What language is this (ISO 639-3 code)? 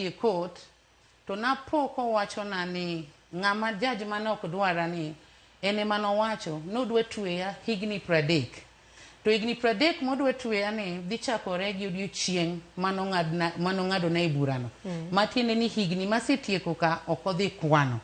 luo